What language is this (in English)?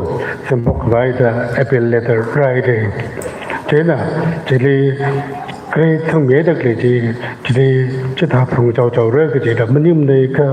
Tangkhul Naga (India)